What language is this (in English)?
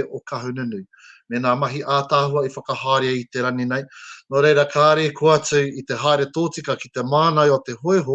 Māori